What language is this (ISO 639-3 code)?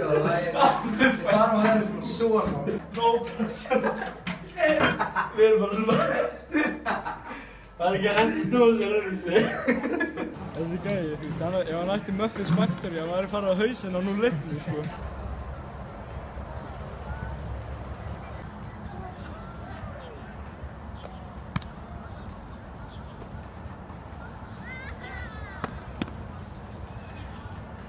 isl